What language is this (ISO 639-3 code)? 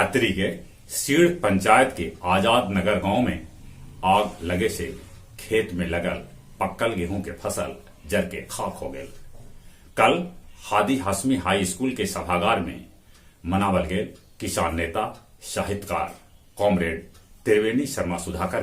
mag